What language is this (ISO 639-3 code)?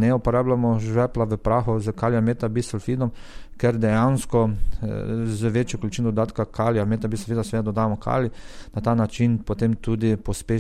slv